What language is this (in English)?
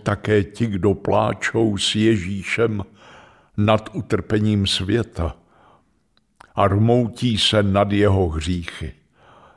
Czech